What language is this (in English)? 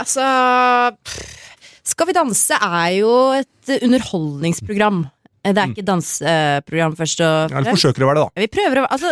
Norwegian